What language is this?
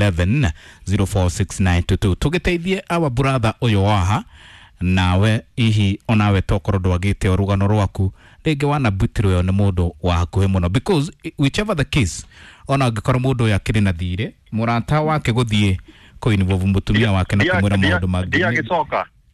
Kikuyu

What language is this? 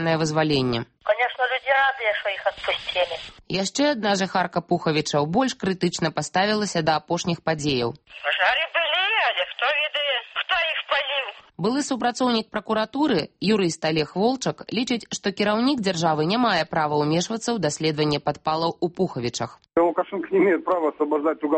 Belarusian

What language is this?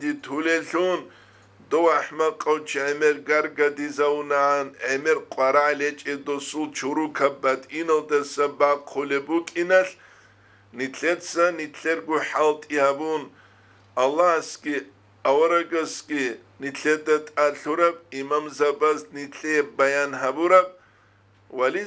Avaric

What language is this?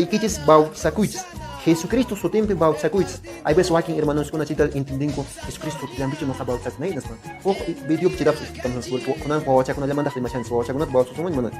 Quechua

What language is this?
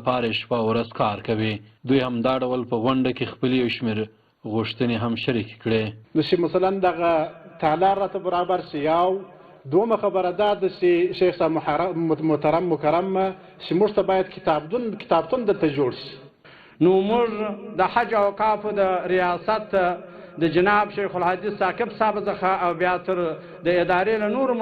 Pashto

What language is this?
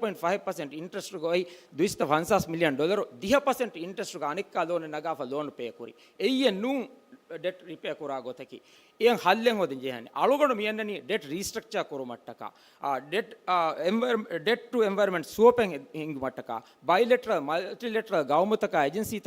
Divehi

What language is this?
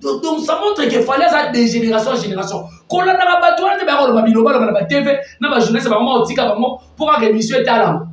Lingala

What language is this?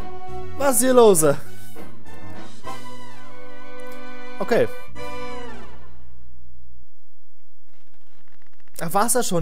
German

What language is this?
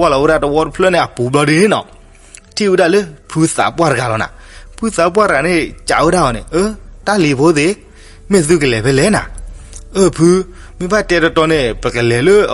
S'gaw Karen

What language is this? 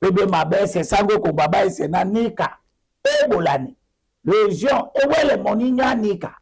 Duala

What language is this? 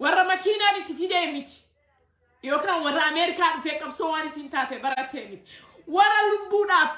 Oromo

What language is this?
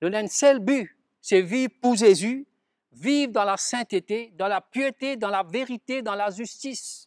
Morisyen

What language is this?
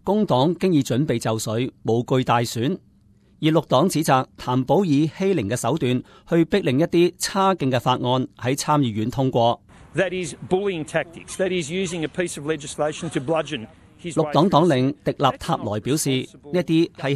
Cantonese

